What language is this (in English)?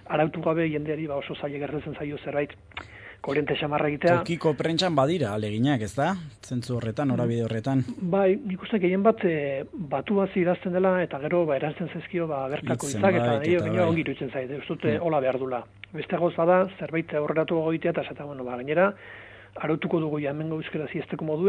Basque